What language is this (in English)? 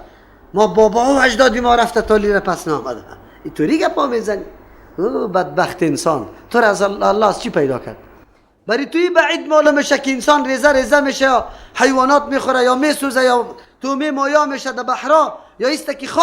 Persian